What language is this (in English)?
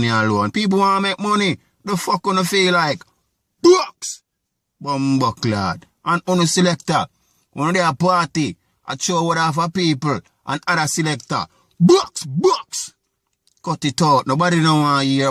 Jamaican Creole English